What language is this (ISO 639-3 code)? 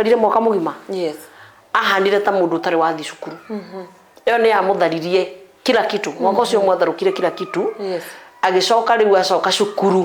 kik